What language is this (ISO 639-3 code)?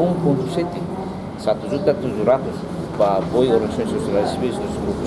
tet